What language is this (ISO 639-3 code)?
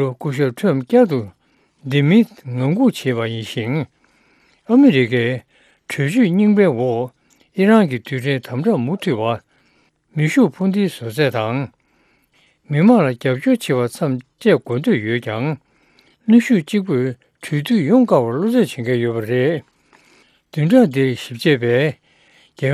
bod